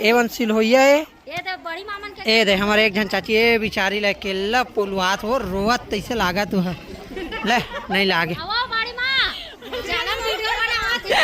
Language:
Chhattisgarhi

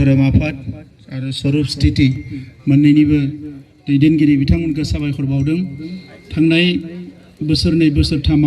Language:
Bodo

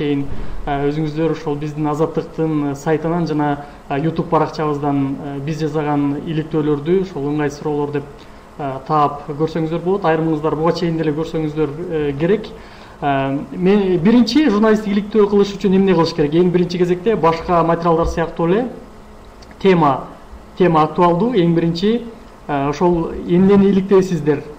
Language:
Kyrgyz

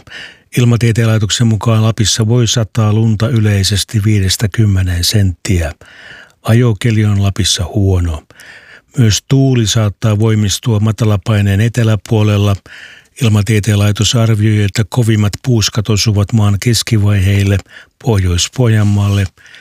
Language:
Finnish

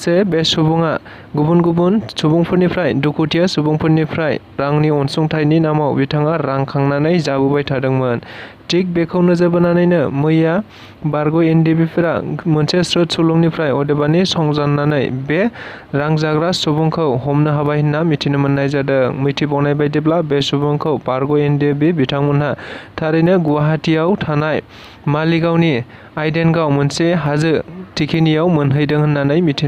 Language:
Bodo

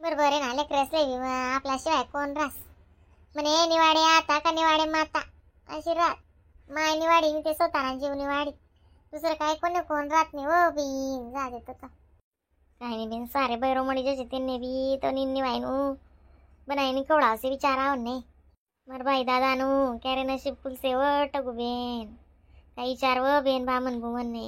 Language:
Khandesi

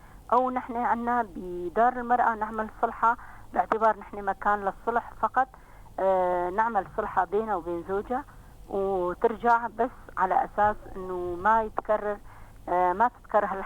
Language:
North Levantine Arabic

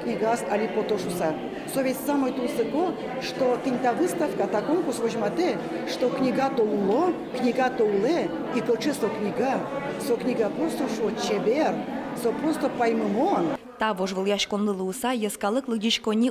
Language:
Udmurt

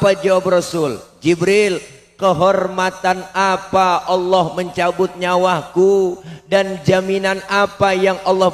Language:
Betawi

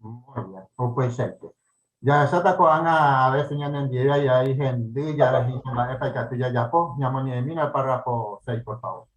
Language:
Guarani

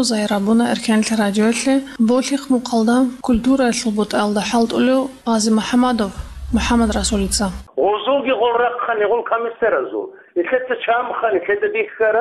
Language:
Avaric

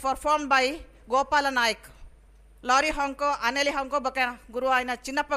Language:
Tulu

